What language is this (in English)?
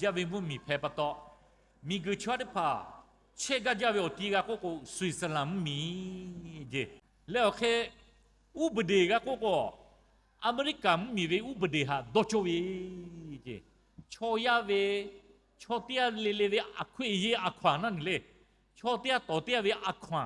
Lahu